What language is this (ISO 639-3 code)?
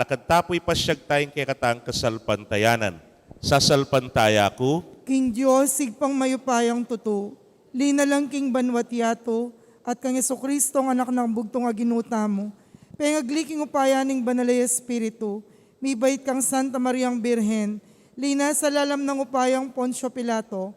pam